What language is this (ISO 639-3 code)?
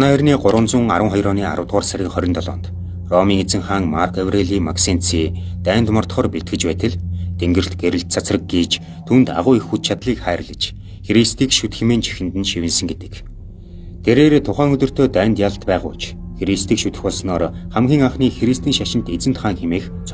mon